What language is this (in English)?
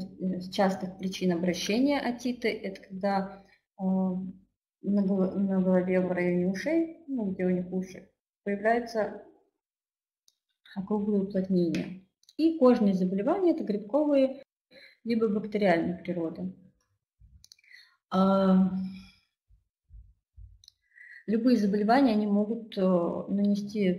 Russian